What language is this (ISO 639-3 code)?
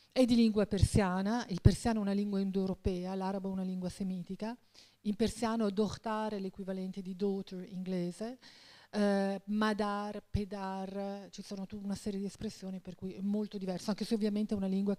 ita